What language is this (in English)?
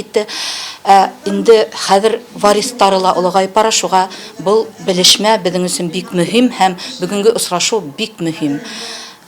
Bashkir